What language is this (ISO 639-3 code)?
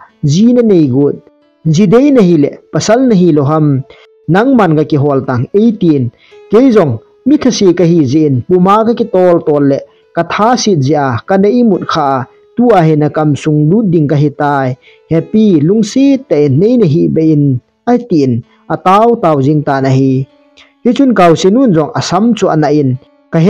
tcz